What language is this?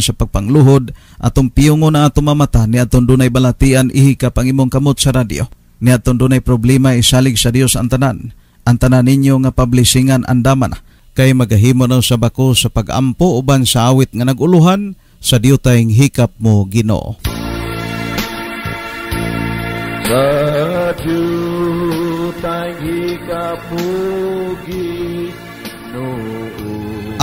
Cebuano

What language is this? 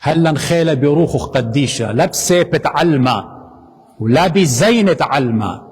Assyrian Neo-Aramaic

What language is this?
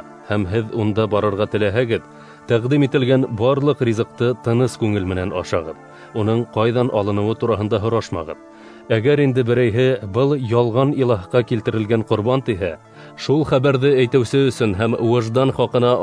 Bashkir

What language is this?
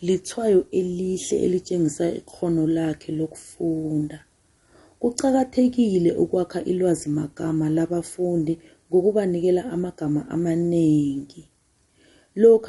South Ndebele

